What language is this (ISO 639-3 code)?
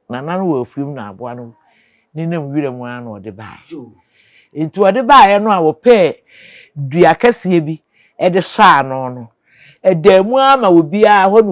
aka